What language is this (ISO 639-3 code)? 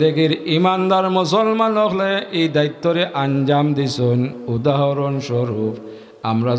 syl